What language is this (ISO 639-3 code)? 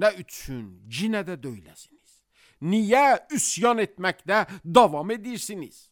aze